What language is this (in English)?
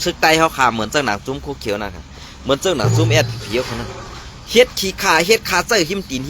Shan